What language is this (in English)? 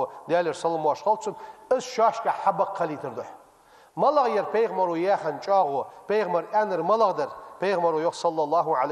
Ingush